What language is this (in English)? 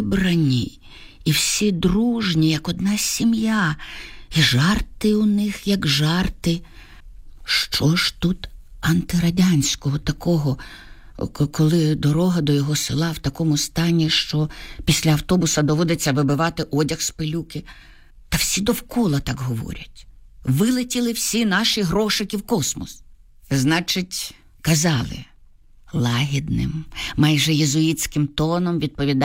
Ukrainian